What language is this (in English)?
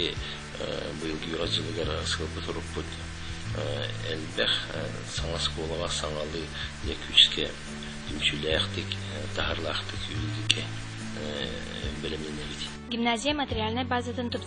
Yakut